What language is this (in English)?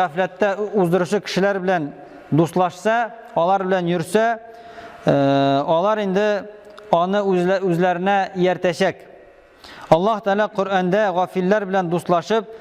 Tatar